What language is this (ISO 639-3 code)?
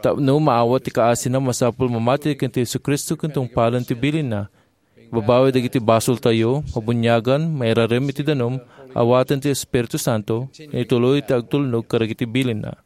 ilo